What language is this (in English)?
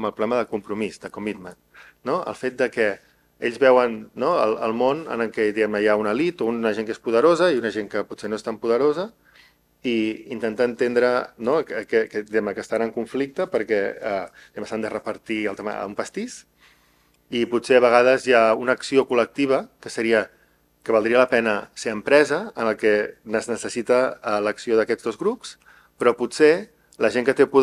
Catalan